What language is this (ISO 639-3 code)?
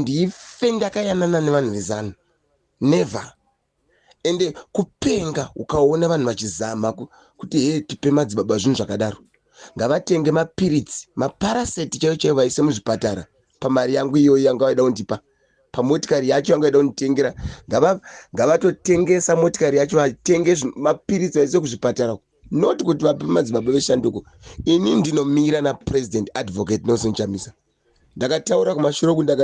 sna